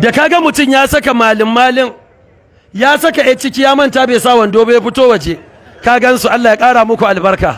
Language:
Hausa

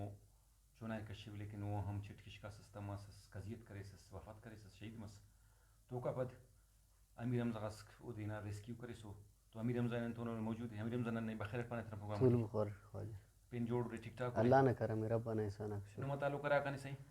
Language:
Brahui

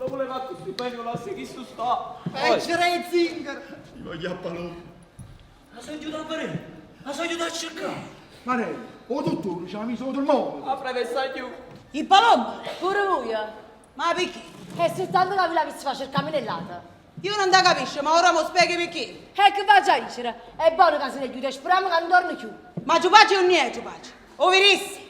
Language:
Neapolitan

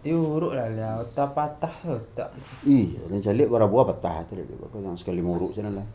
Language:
Minangkabau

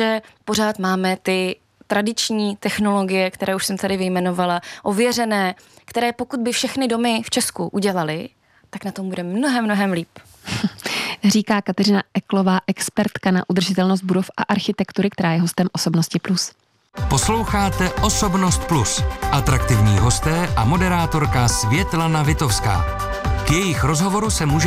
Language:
Czech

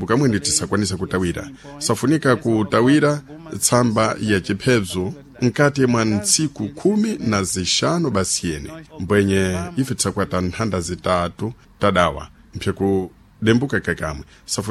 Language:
Sena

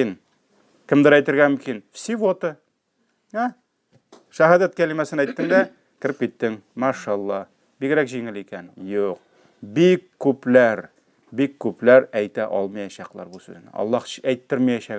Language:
Tatar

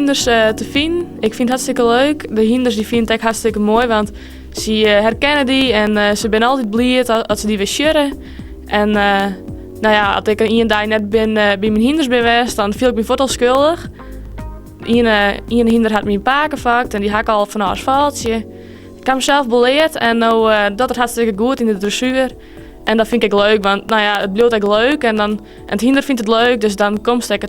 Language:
Western Frisian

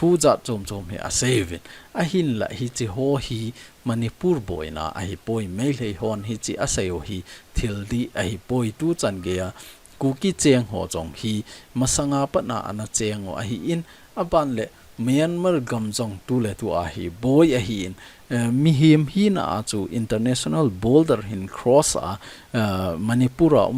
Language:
Thado Chin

